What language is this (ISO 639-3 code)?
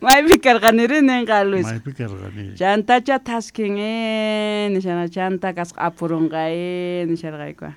que